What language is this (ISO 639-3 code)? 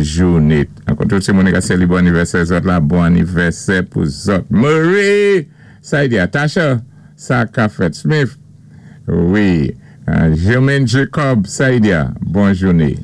acf